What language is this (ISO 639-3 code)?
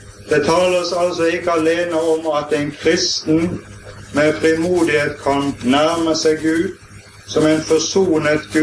nor